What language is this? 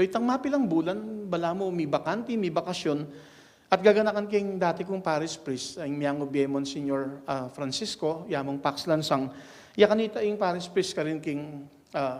Pampanga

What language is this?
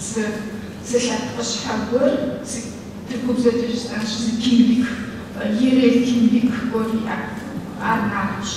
Kabardian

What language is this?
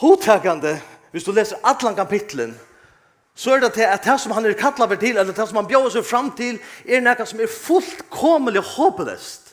Faroese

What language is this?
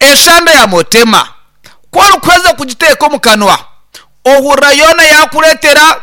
Nyankole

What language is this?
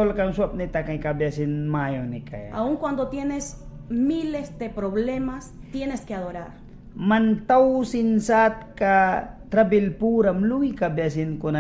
Mískito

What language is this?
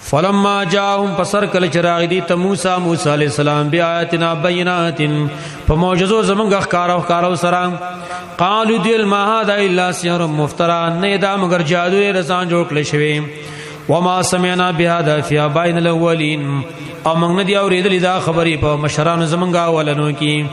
Pashto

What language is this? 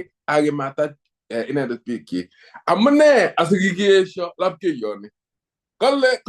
Kalenjin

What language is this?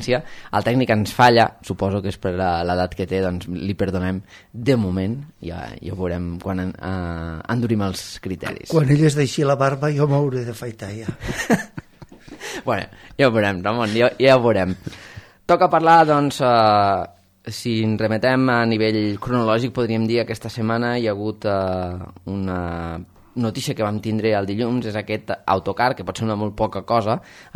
Catalan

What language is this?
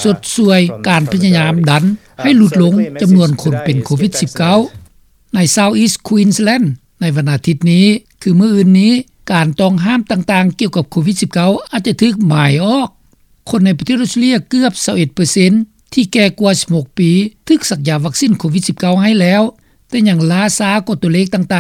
Lao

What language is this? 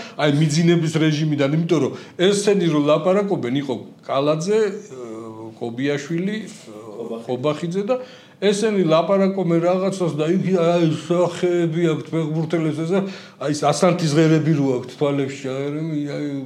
Georgian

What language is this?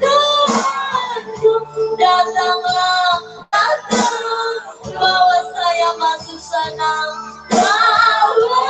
Nias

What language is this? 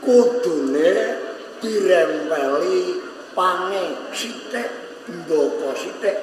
Javanese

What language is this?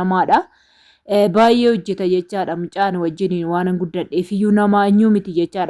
Oromo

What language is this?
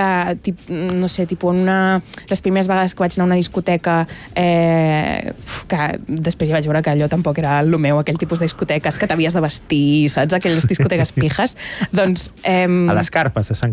Catalan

